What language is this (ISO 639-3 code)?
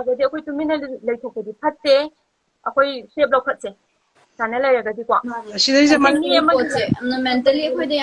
mni